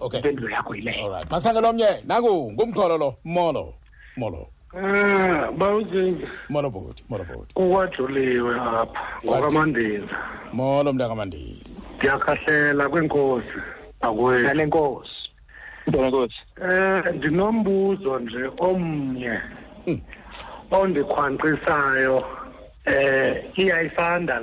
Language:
Xhosa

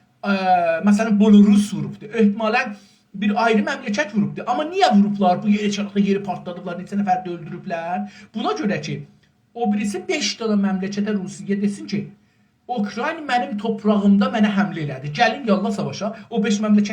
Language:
South Azerbaijani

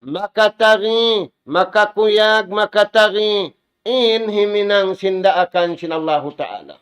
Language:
Tausug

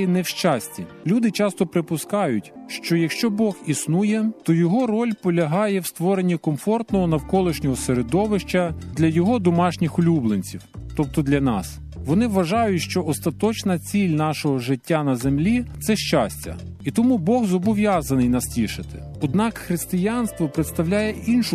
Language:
Ukrainian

